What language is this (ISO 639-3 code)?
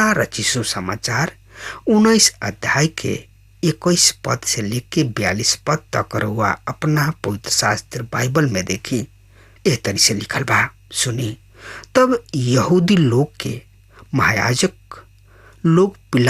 bho